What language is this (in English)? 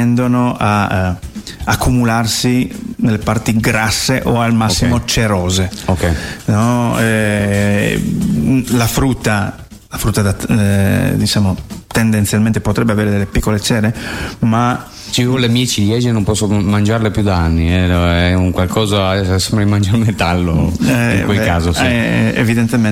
Italian